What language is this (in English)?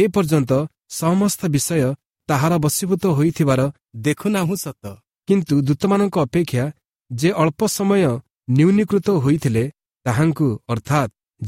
Odia